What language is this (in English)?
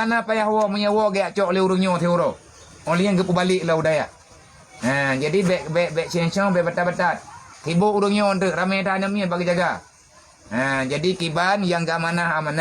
Achinese